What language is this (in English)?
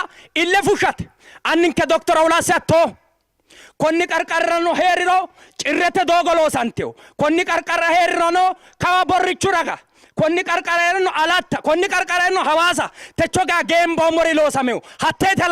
Sidamo